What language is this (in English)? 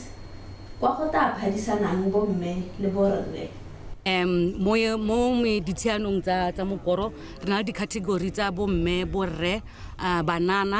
Tswana